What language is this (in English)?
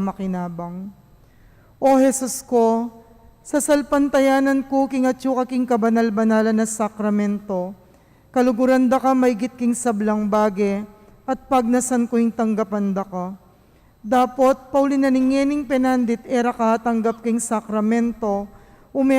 Pampanga